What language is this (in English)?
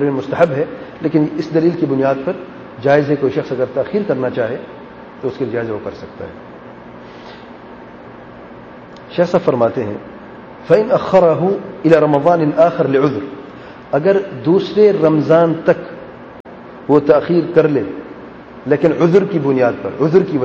Urdu